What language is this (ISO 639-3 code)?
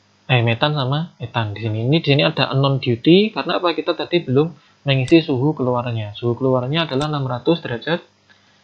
ind